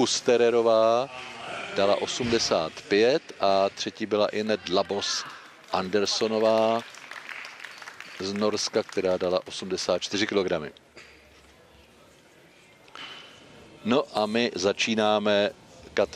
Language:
Czech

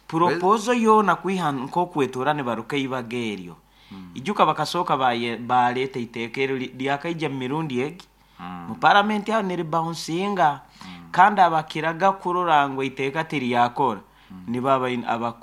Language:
Nyankole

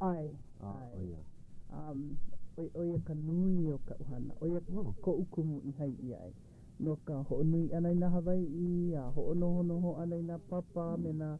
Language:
Hawaiian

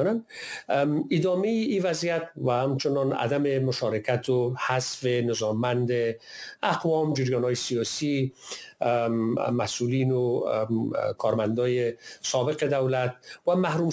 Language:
Persian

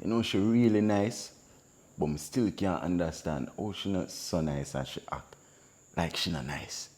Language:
Jamaican Creole English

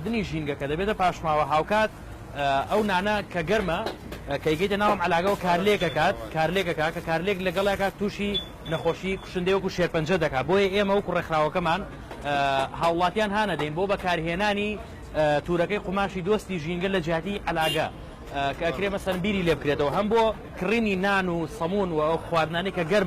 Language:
Central Kurdish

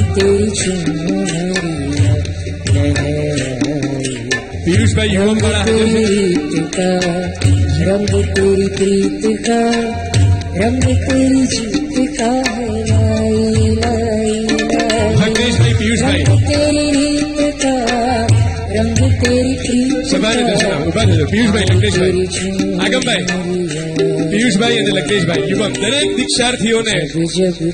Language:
Gujarati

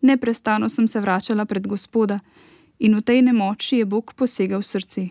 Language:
Slovenian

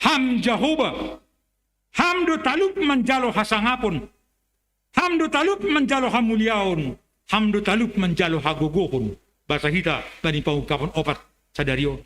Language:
Batak Simalungun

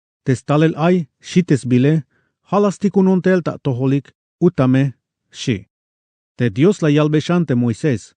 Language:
Tzeltal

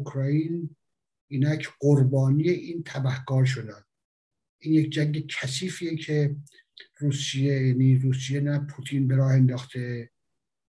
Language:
Persian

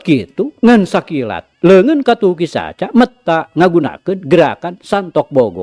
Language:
Sundanese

